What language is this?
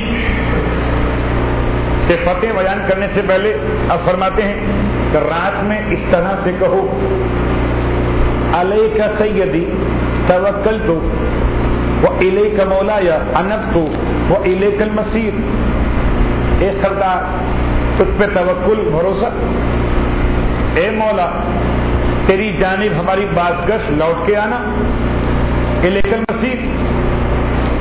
Urdu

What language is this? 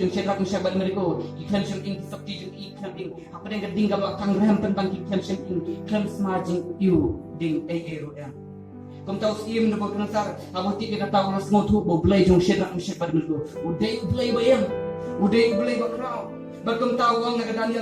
Khasi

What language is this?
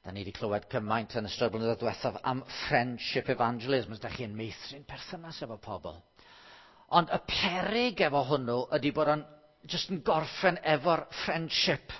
Welsh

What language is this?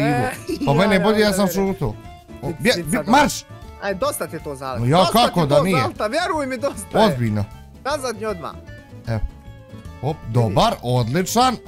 Bosnian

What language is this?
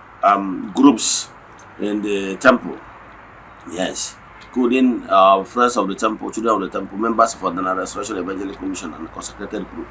Igbo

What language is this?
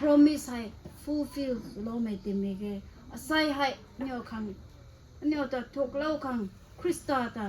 Rongmei Naga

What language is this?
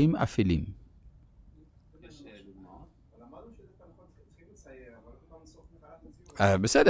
Hebrew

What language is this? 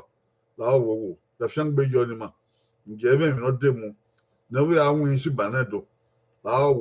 Bini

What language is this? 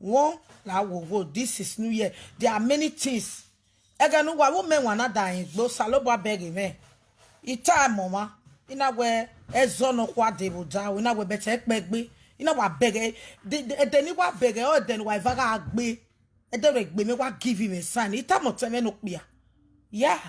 Nigerian Pidgin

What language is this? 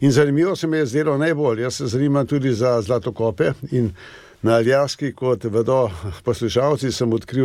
Slovenian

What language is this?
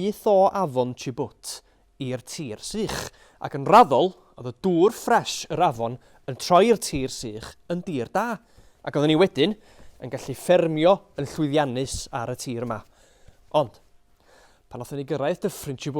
Welsh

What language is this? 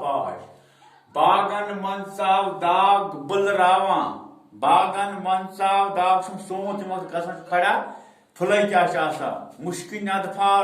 Kashmiri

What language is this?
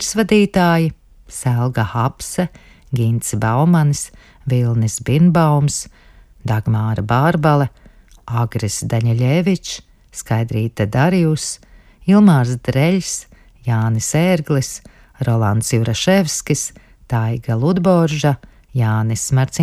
Latvian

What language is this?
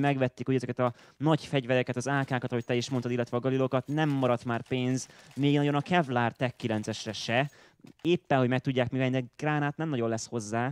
Hungarian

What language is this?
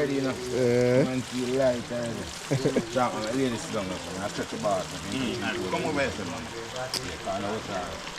Jamaican Creole English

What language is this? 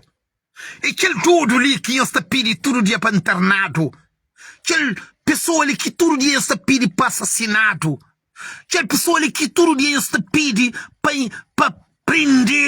Kabuverdianu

